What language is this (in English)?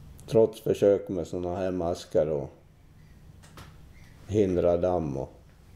Swedish